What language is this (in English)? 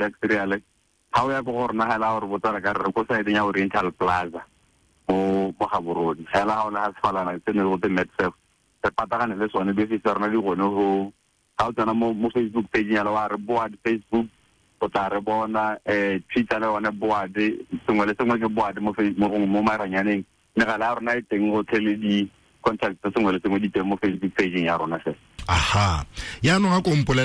Tswana